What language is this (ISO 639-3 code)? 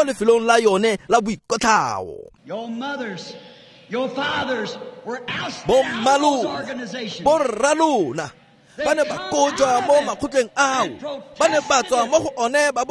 tsn